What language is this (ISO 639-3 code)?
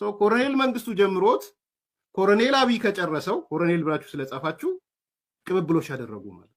amh